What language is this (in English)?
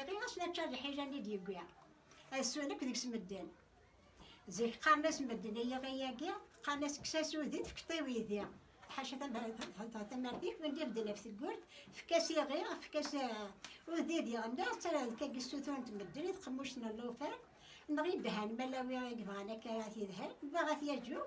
Kabyle